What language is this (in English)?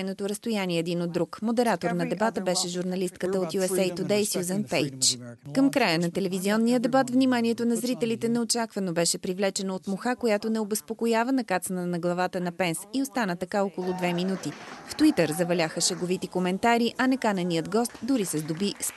Bulgarian